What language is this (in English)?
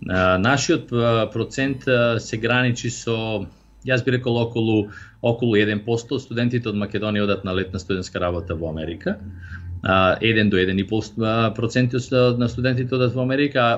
Macedonian